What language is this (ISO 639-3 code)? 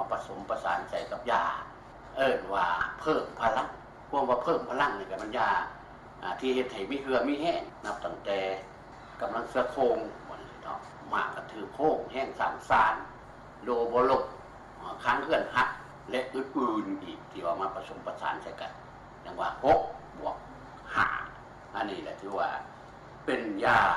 lao